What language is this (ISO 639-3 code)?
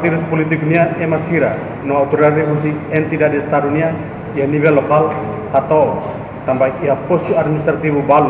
tet